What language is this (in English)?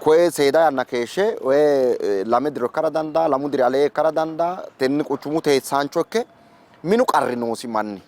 Sidamo